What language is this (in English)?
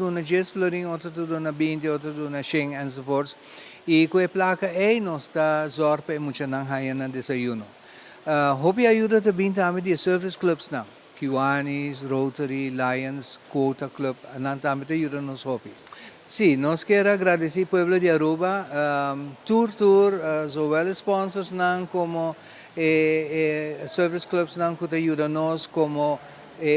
Papiamento